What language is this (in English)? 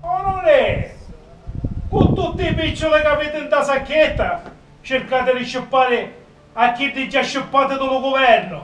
Sicilian